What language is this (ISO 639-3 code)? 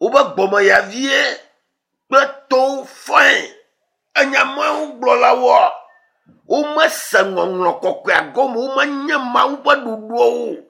ewe